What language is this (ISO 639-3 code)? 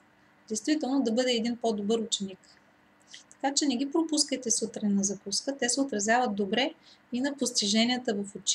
bul